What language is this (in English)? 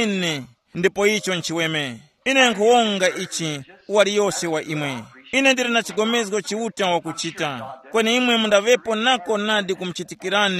Tumbuka